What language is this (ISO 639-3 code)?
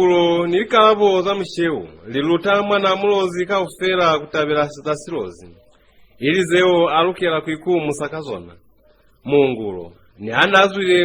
loz